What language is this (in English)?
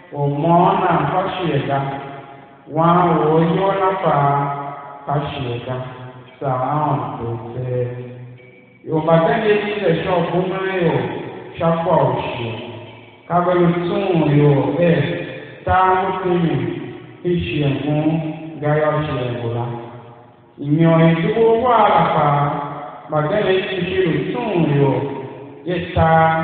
Tiv